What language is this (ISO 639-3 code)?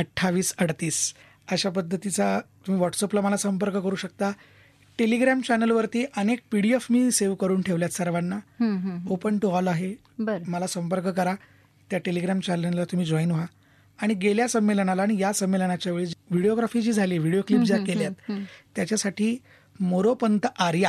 mar